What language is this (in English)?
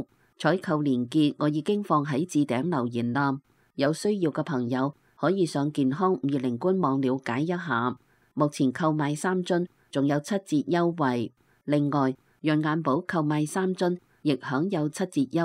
Cantonese